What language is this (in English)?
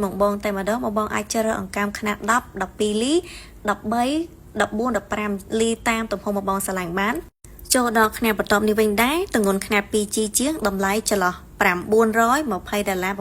Khmer